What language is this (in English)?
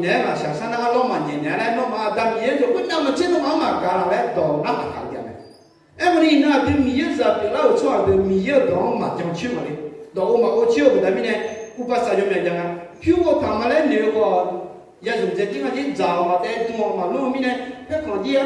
Akha